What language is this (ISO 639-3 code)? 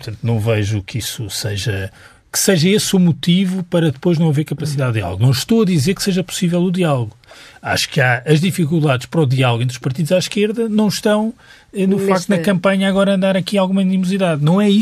por